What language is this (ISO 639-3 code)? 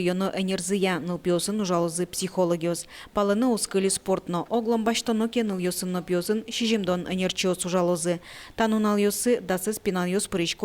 udm